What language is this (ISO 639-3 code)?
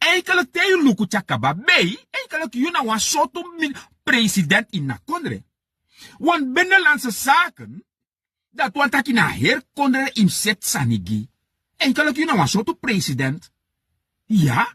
srn